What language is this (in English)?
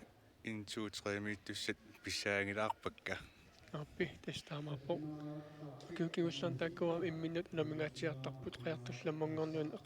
Kalaallisut